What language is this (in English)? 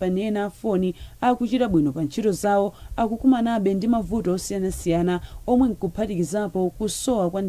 Nyanja